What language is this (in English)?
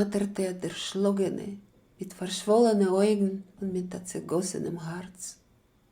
Yiddish